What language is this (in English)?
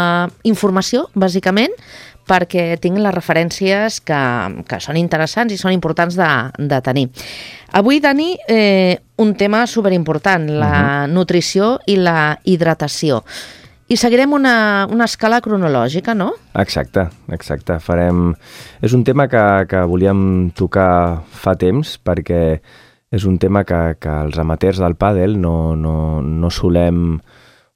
Catalan